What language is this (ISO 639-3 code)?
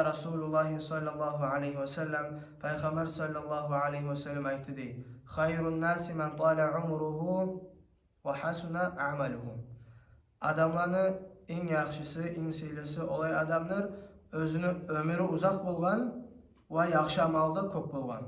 kum